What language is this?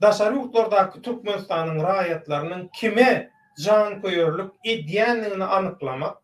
Turkmen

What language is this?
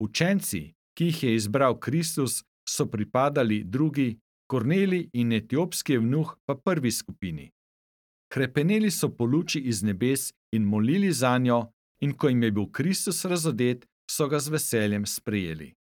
Slovenian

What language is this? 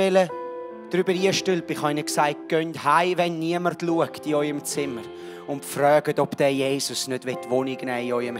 Swiss German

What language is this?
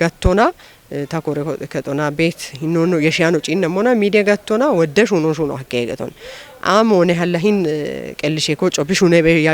Kafa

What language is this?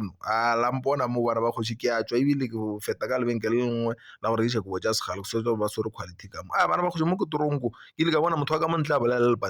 Northern Sotho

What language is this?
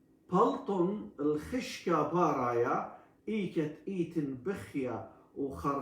Assyrian Neo-Aramaic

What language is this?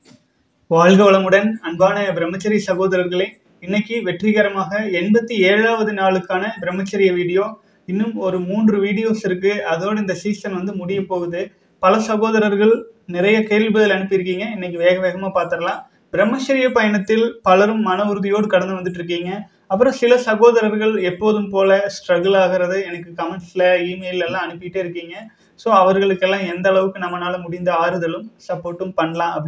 Tamil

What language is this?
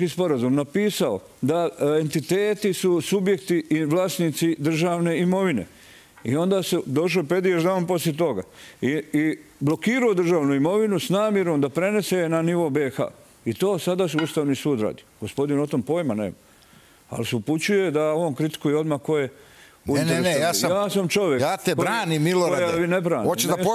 Serbian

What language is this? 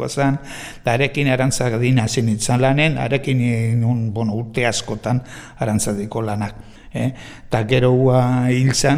Basque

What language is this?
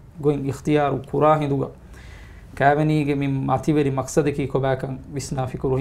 Divehi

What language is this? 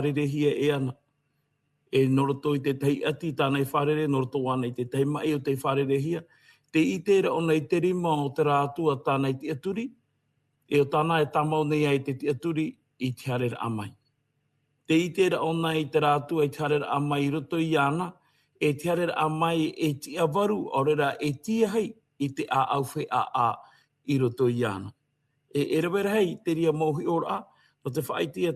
Tahitian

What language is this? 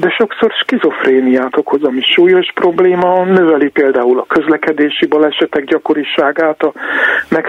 Hungarian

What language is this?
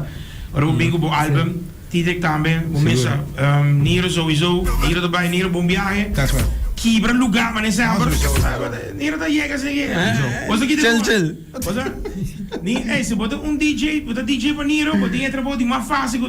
Papiamento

